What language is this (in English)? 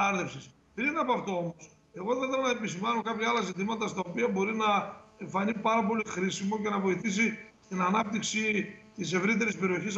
Greek